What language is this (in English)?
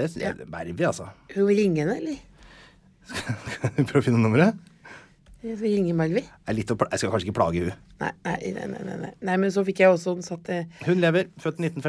Norwegian